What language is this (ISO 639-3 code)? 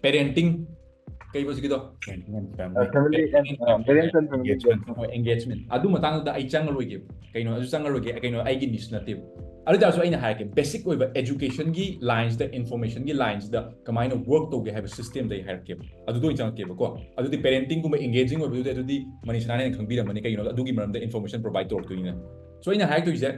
mni